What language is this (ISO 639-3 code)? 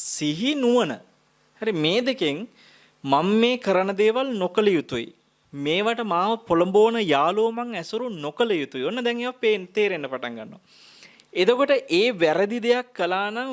sin